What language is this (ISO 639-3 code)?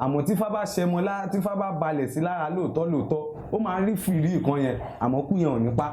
yor